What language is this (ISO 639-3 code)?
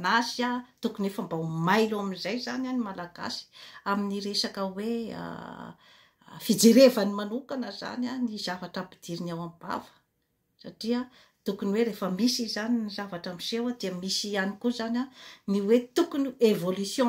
mlg